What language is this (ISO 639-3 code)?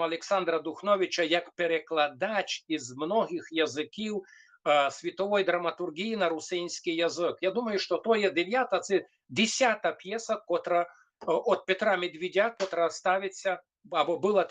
rue